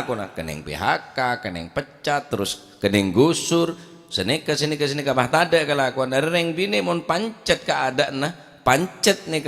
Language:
Madurese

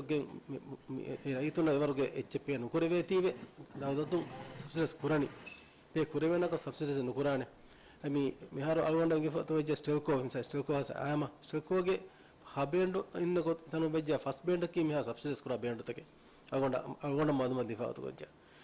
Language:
Divehi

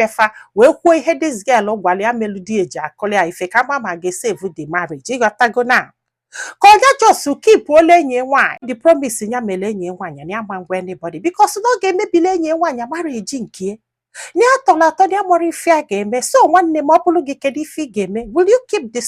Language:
Igbo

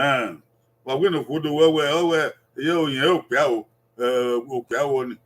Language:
Bini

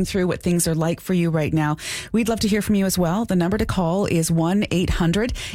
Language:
English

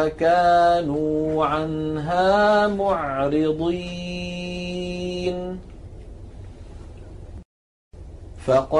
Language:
Arabic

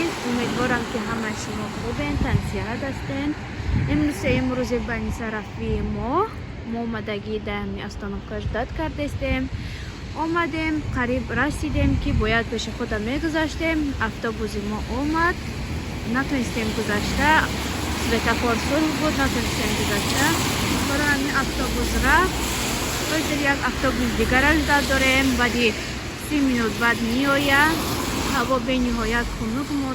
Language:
Tajik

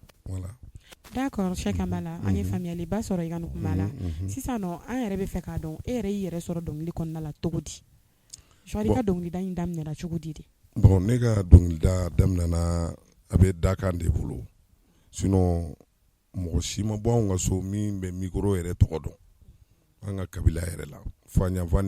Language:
Bambara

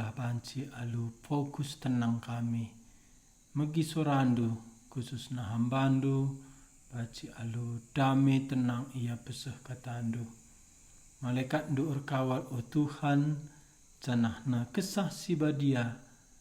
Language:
Batak Karo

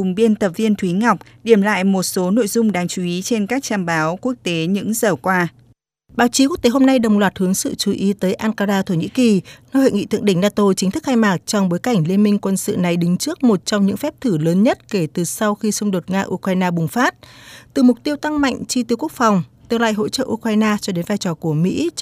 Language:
Vietnamese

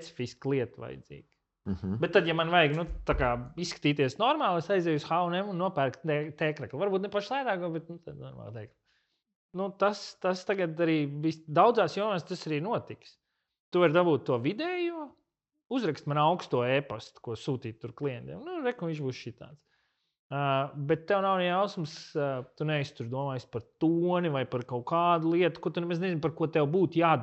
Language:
Latvian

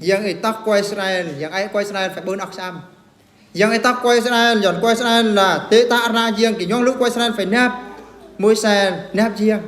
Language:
Eastern Bru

